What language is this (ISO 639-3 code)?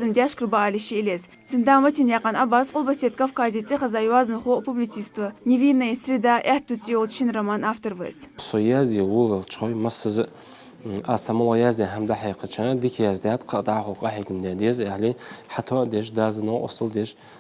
inh